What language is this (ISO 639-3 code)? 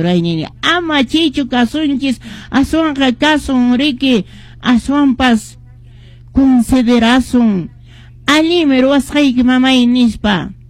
que